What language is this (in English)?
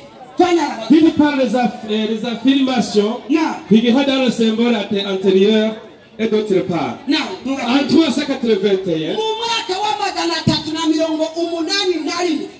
Rundi